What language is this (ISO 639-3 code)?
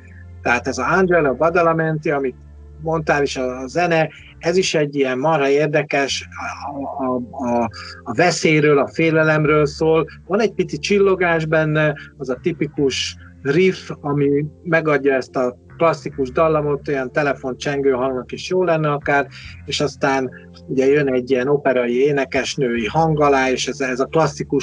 hun